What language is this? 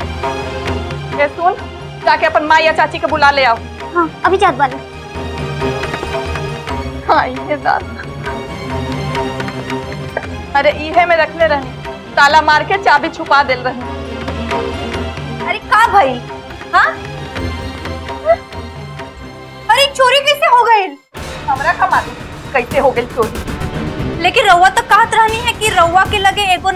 Bhojpuri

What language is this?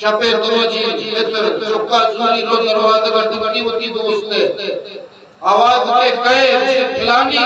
Eastern Balochi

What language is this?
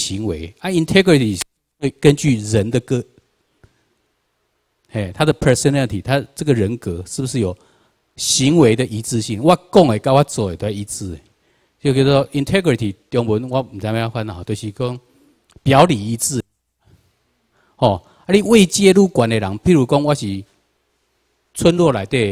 Chinese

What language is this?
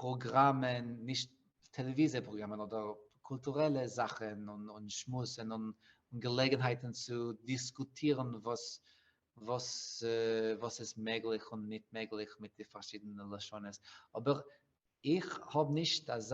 Yiddish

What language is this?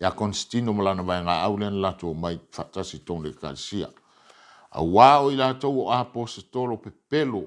Samoan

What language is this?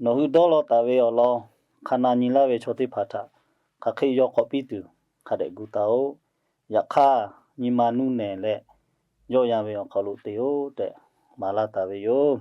Lahu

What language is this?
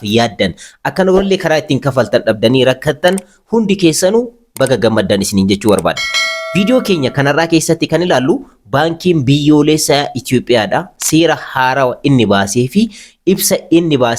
Oromo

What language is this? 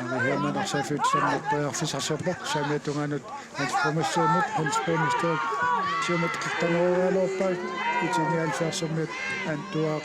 Kalaallisut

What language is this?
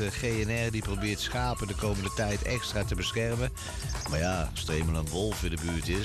Dutch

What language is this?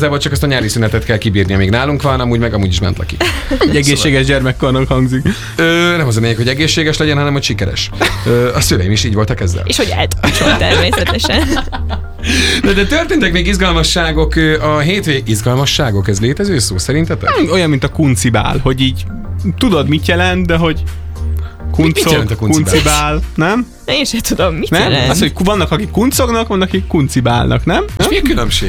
Hungarian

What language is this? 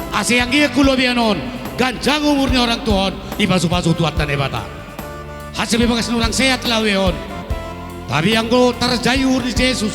Batak Toba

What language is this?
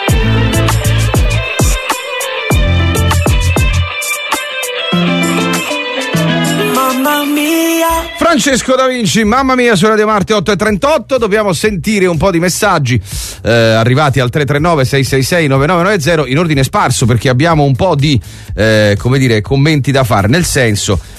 Italian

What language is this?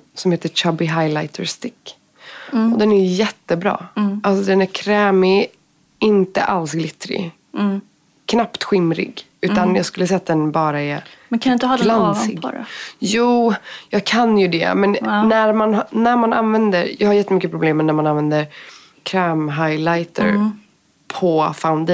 Swedish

